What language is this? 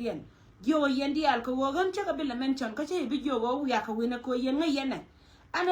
Nuer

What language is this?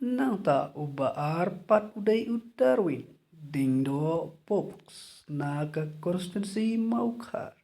Khasi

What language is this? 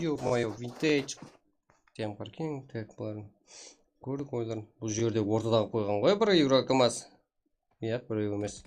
Kara-Kalpak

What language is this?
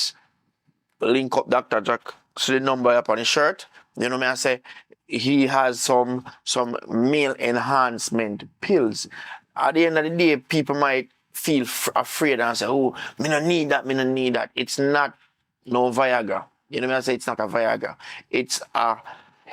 Jamaican Creole English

